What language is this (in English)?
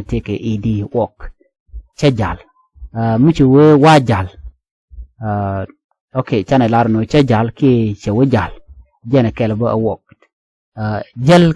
Nuer